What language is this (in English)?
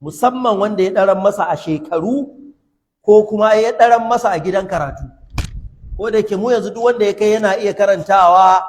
Hausa